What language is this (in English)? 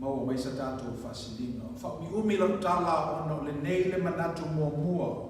Samoan